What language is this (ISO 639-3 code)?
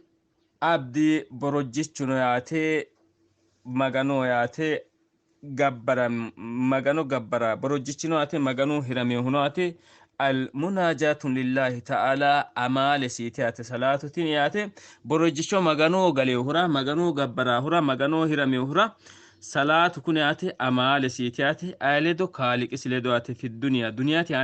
sid